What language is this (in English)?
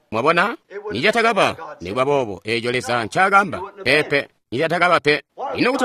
Tonga (Zambia)